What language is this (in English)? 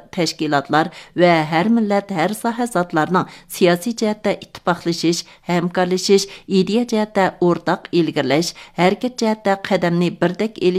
Uyghur